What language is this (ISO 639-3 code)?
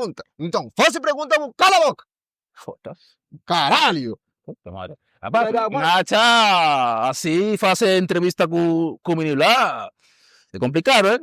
kea